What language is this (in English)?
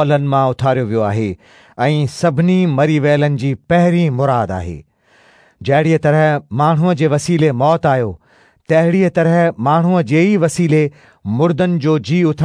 Sindhi